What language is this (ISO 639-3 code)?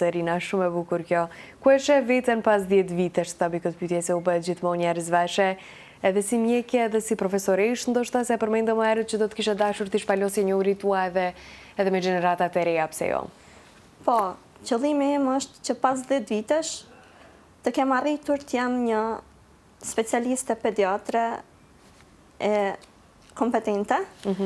sqi